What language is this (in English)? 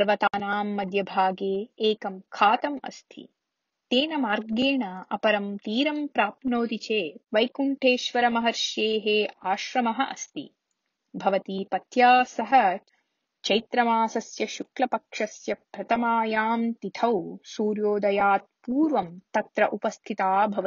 Sanskrit